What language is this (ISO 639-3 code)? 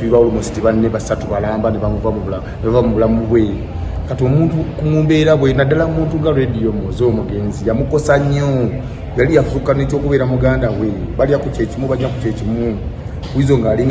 lug